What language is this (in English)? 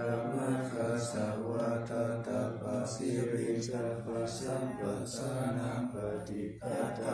Pali